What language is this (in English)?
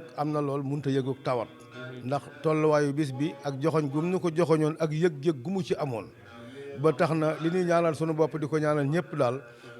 Wolof